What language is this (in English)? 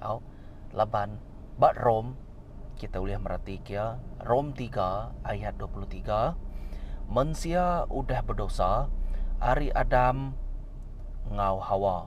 Iban